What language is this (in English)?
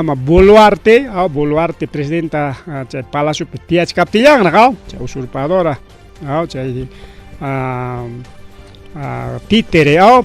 Ayacucho Quechua